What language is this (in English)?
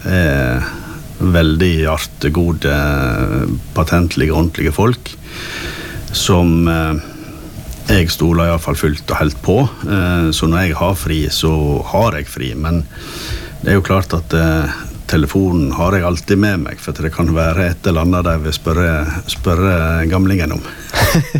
Norwegian